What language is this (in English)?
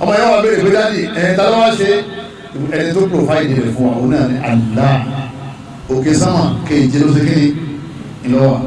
Yoruba